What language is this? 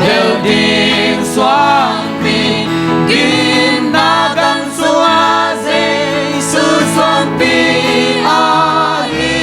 Tedim Chin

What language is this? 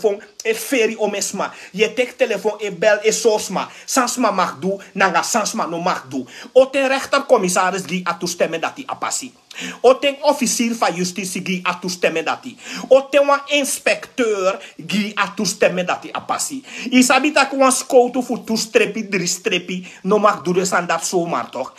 Sranan Tongo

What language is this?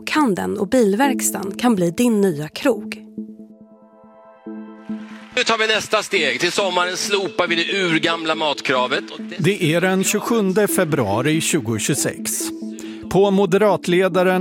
Swedish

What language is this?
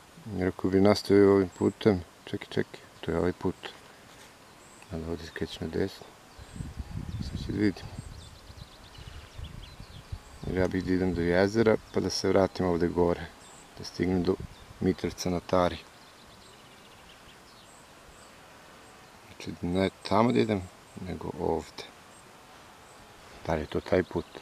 Serbian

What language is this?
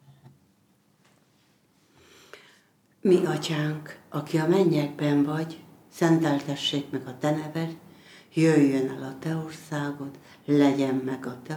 Hungarian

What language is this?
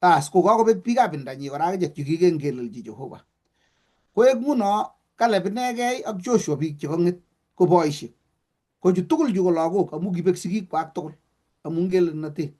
Kalenjin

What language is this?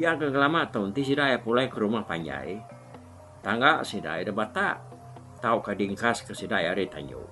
Iban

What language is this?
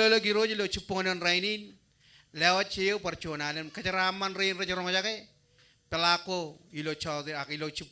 Marshallese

